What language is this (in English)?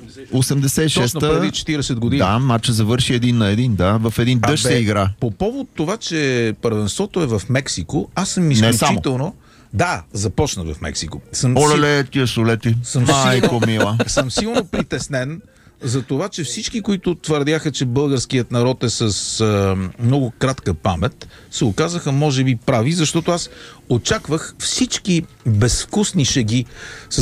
Bulgarian